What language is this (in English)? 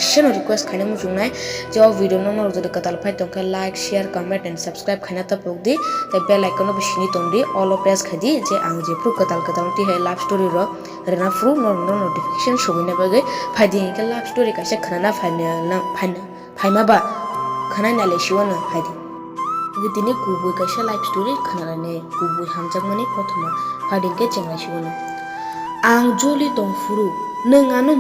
Kok Borok